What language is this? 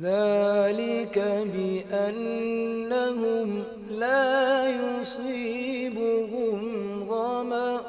Fula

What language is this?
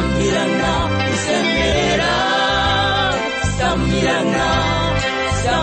Kinyarwanda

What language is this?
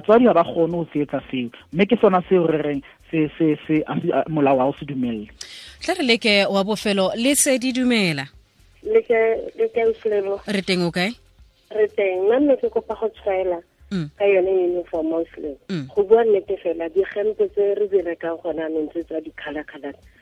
Southern Sotho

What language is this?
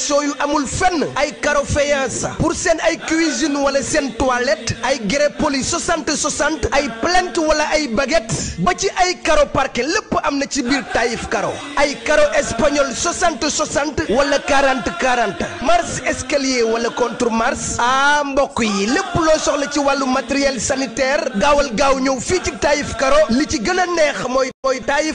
Wolof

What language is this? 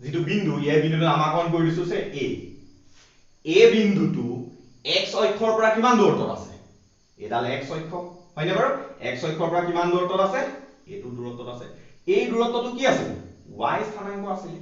Assamese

